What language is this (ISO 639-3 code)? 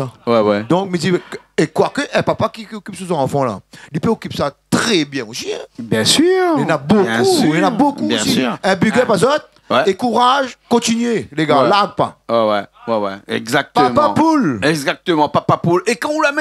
rcf